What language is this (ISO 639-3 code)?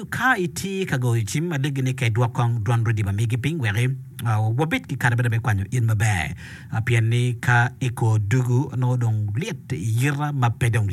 ach